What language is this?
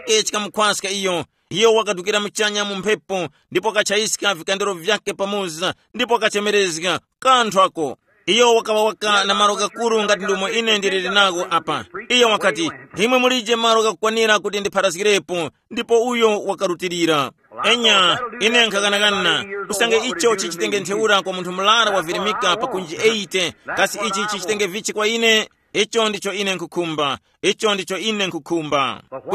Tumbuka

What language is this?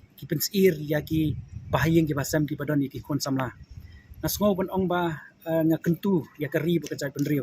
Khasi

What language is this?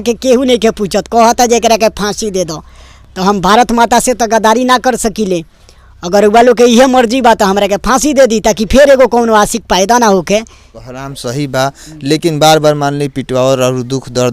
Bhojpuri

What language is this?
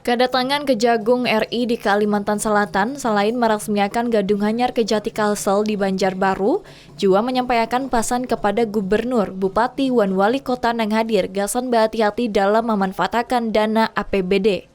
Banjar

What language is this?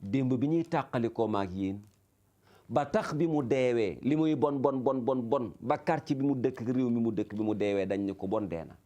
Wolof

